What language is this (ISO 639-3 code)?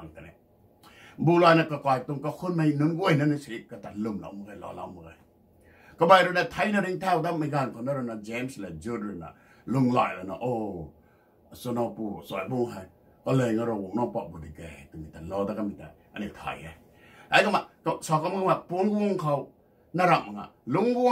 nbu